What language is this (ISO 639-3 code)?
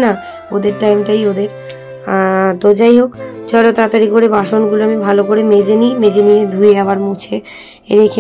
ben